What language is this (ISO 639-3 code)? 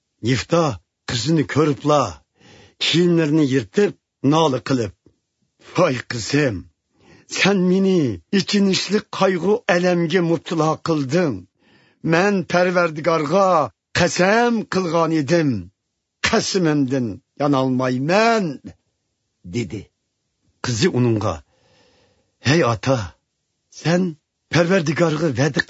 uig